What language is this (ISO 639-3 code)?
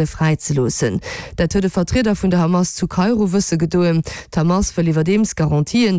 ltz